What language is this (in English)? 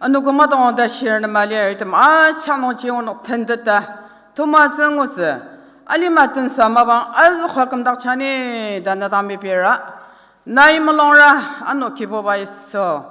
Ao Naga